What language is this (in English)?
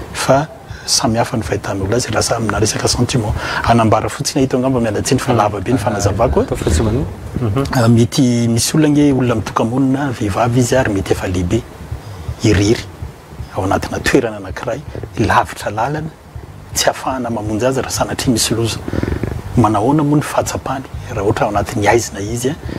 Malagasy